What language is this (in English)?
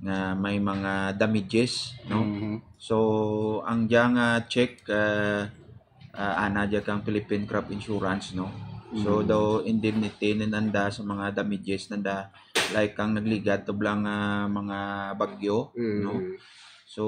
Hiligaynon